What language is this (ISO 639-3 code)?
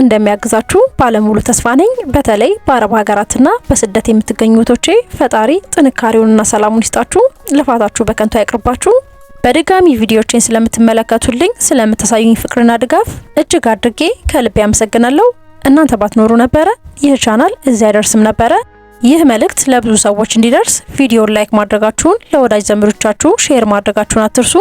amh